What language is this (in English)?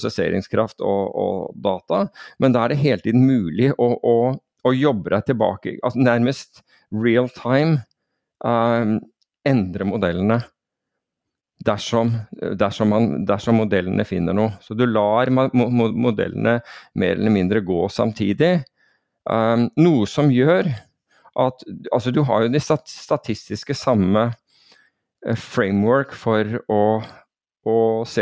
Norwegian